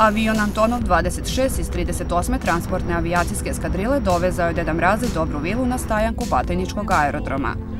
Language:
Serbian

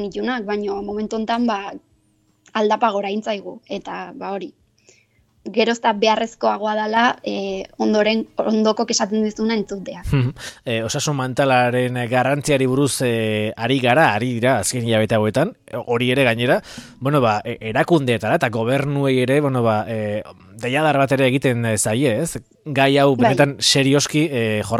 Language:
Basque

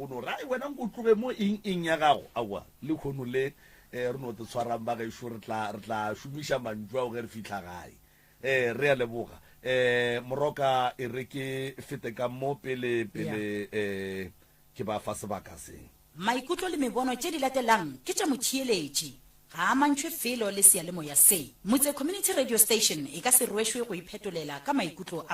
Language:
Northern Sotho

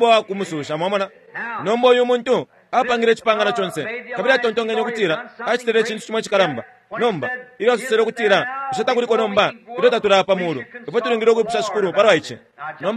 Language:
Bemba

